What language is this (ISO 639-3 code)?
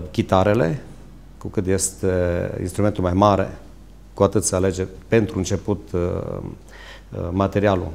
ron